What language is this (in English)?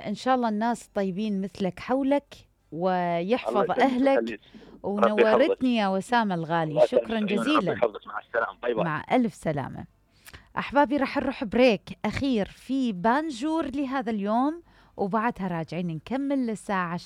Mesopotamian Arabic